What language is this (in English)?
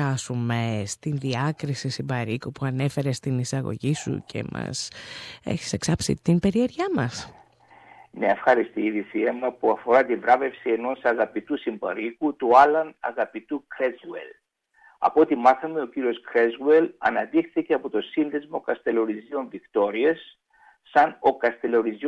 Greek